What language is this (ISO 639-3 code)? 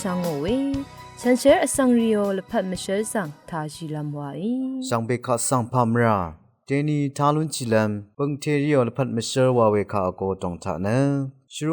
raw